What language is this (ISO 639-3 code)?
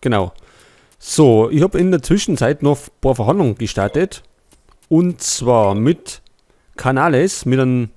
bar